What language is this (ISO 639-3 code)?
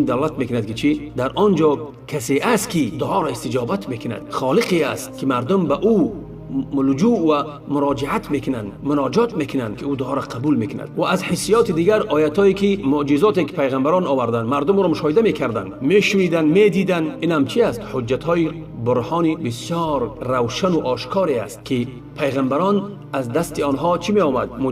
tgk